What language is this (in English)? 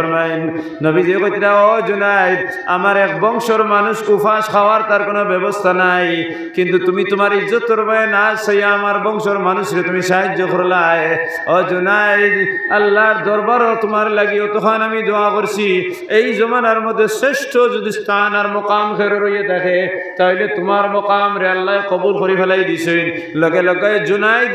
Sylheti